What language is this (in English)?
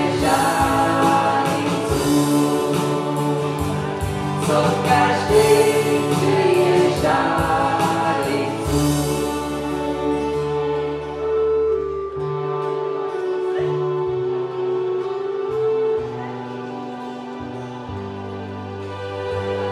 Czech